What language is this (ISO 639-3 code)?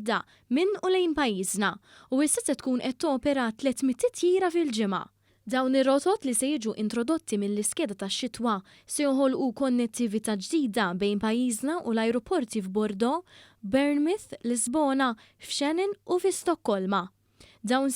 mlt